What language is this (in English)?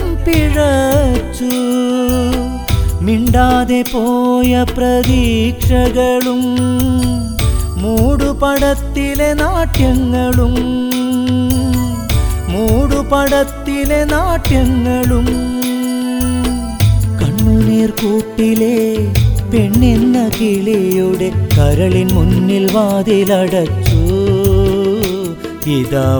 Malayalam